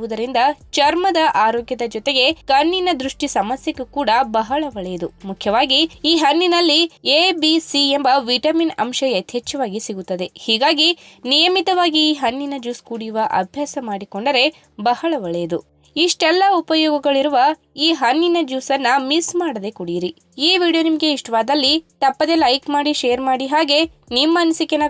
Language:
Kannada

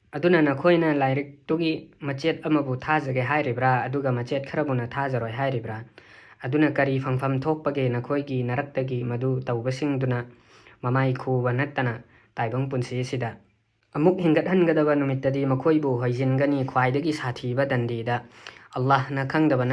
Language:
Manipuri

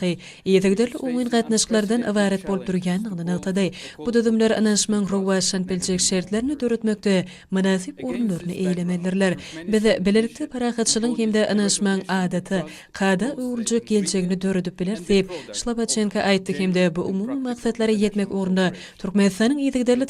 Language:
Turkmen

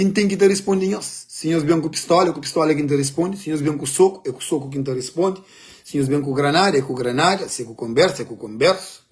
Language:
Kabuverdianu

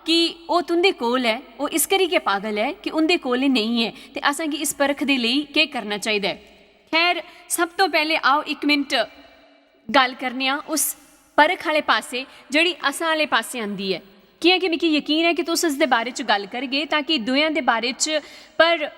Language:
Dogri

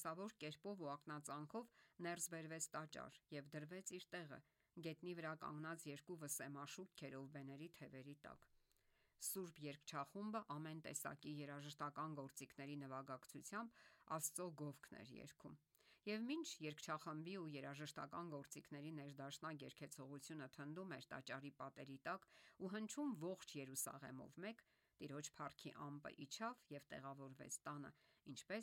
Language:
Armenian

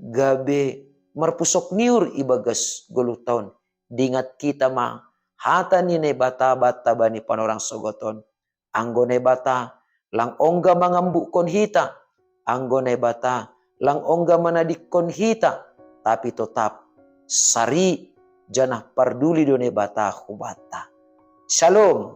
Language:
Batak Simalungun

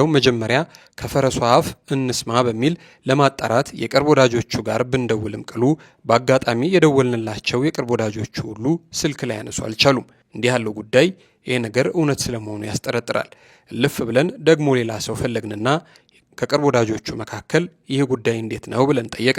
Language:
Amharic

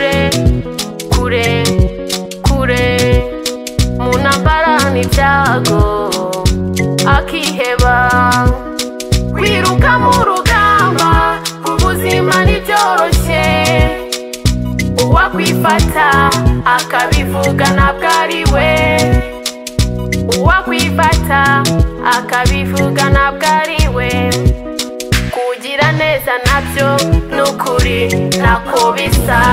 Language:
Kinyarwanda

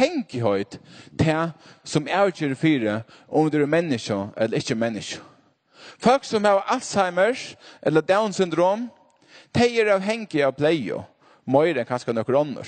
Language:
Faroese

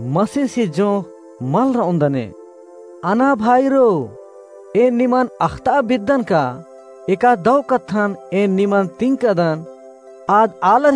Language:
Kurukh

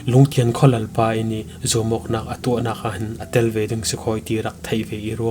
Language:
Falam Chin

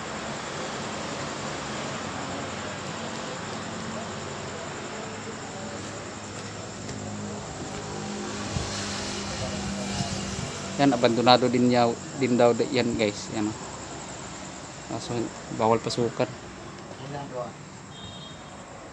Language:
Filipino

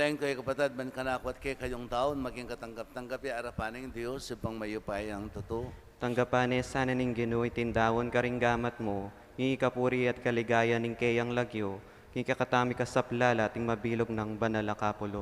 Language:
Pampanga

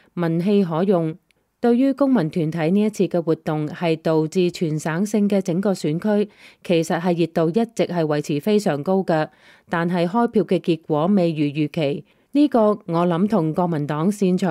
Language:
Cantonese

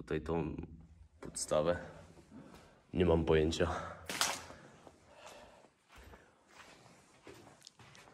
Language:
Polish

